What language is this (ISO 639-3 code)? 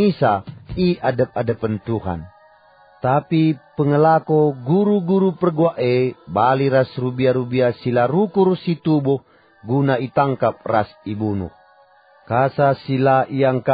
btx